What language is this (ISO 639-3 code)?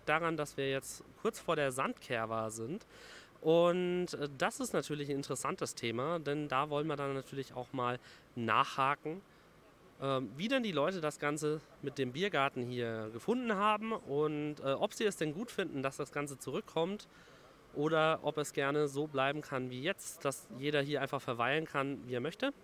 deu